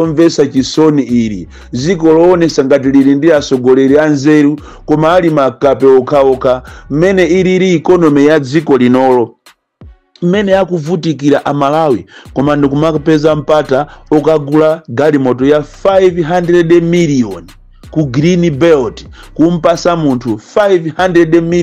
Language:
Nyanja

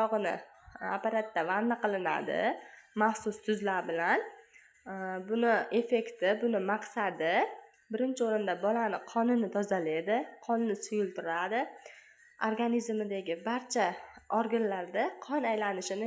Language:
Uzbek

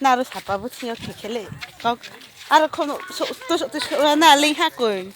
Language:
Riang (India)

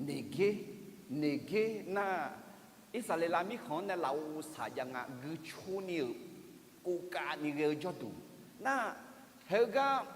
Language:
Akha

